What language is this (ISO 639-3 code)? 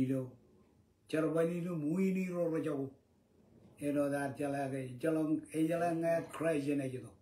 mah